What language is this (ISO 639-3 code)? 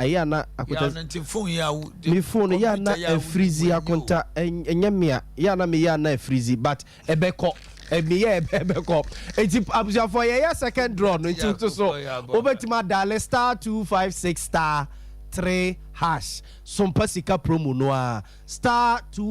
aka